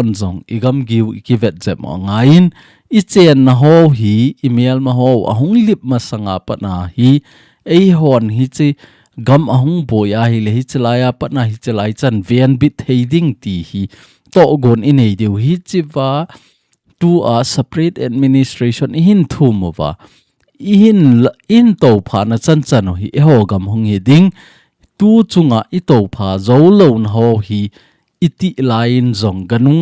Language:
Thado Chin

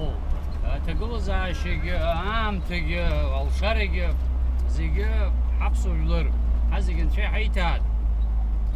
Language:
Abkhazian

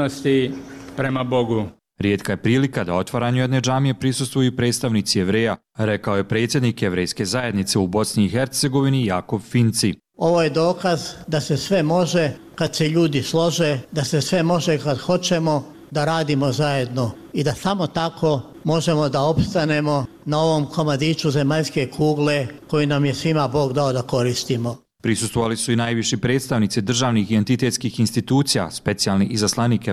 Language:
Bosnian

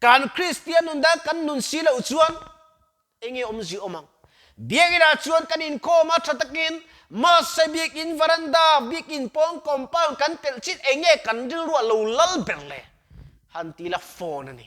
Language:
Mizo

